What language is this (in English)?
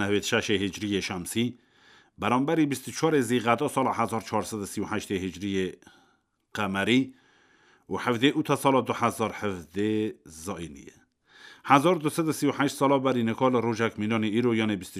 Kurdish